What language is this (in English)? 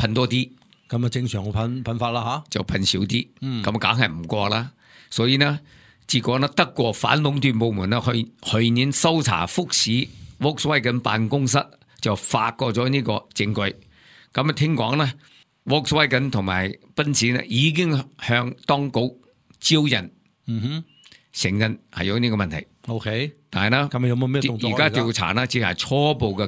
Cantonese